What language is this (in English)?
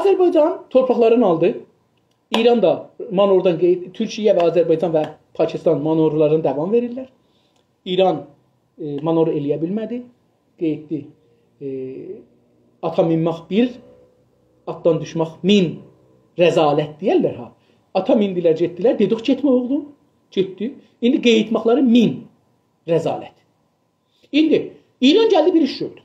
South Azerbaijani